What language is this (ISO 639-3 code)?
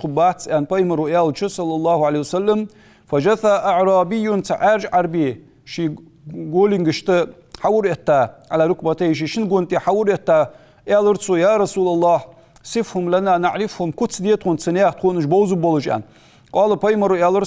inh